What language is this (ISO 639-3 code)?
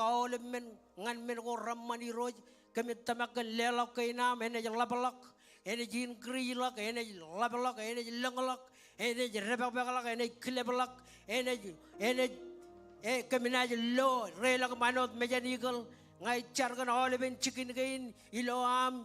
mah